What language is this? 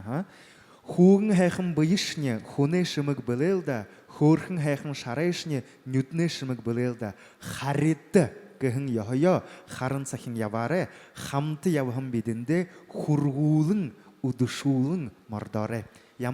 Buriat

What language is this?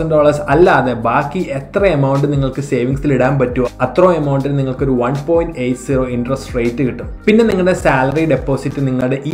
Malayalam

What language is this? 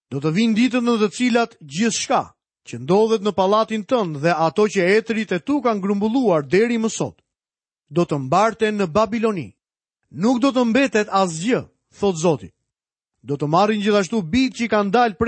Albanian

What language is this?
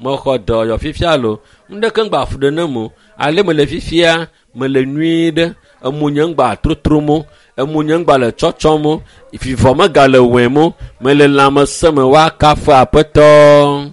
Ewe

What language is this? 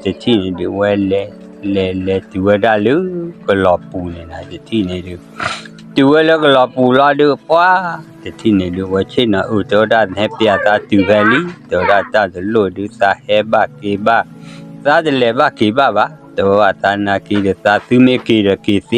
S'gaw Karen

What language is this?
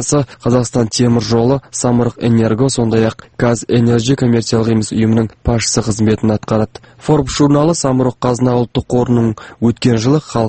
Kazakh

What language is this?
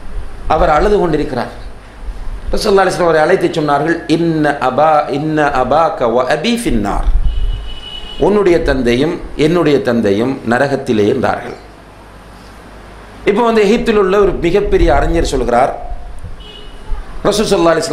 Tamil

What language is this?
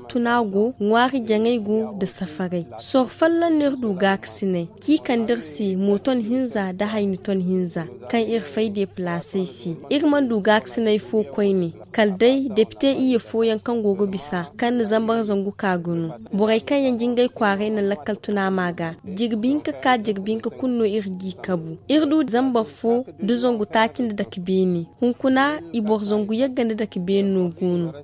Zarma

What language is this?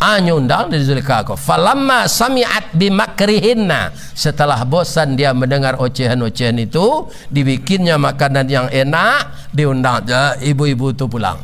Minangkabau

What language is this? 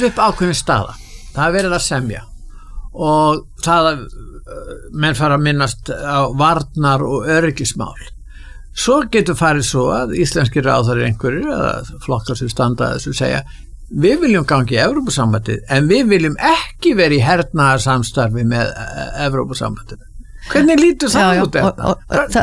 Icelandic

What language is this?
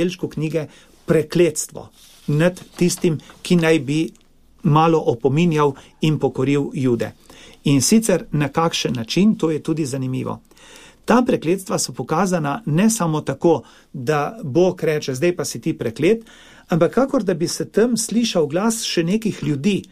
Slovenian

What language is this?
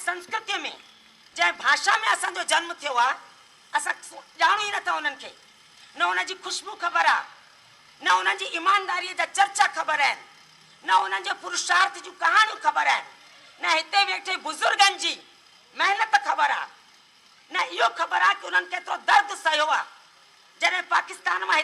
Sindhi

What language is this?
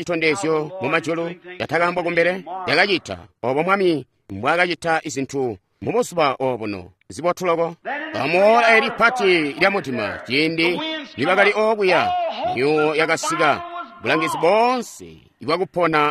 Tonga (Zambia)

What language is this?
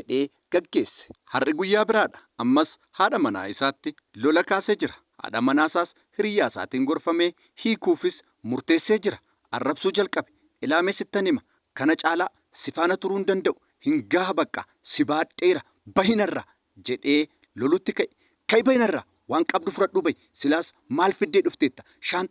Oromo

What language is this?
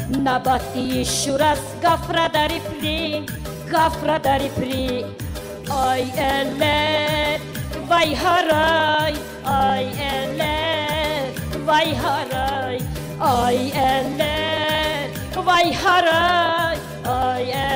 Tabassaran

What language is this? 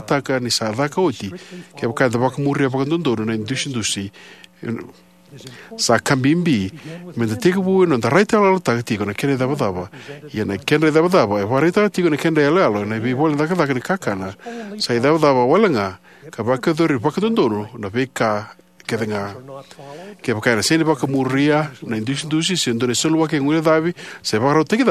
Fijian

